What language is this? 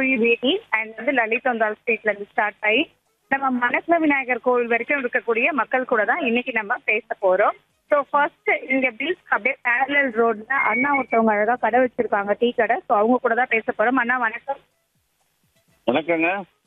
Tamil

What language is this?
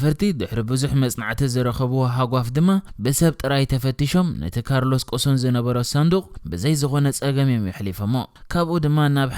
Tigrinya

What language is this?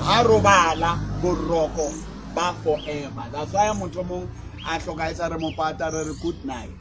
Southern Sotho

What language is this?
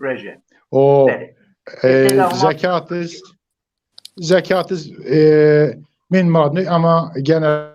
Zaza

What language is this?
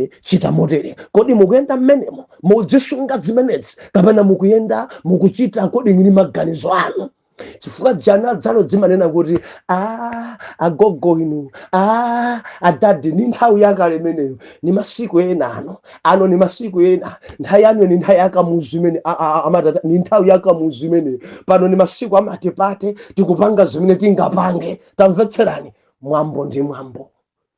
Nyanja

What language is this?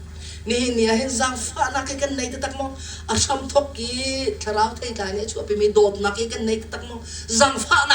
Hakha Chin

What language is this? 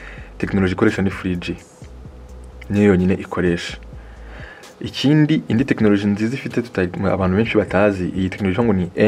Kinyarwanda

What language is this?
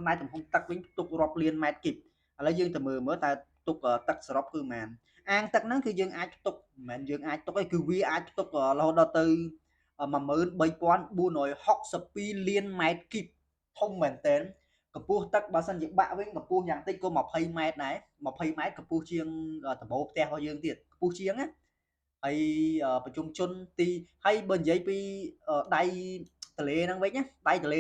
Khmer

